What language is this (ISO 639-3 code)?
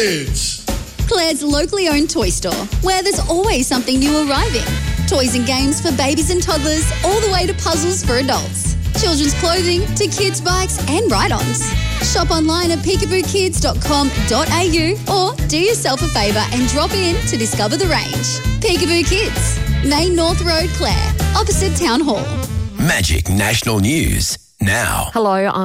eng